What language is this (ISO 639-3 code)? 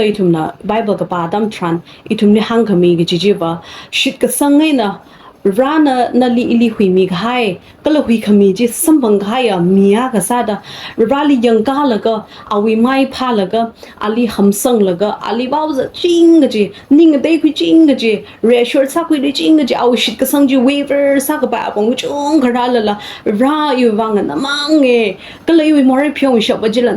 nmf